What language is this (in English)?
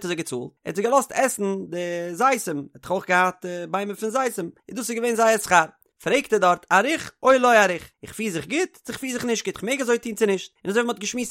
Yiddish